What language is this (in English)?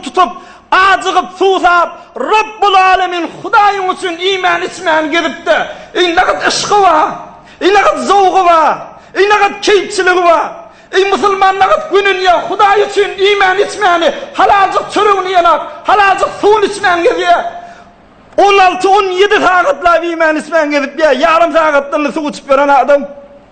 Turkmen